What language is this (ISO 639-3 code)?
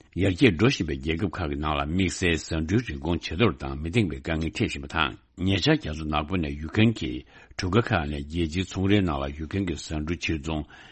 bod